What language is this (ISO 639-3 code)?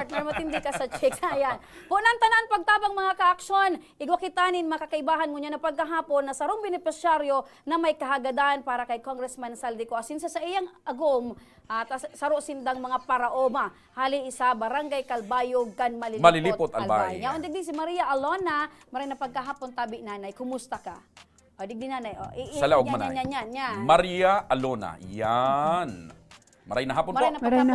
bik